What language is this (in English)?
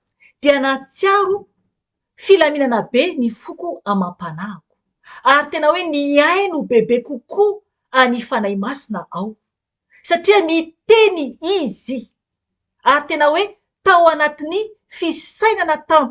Malagasy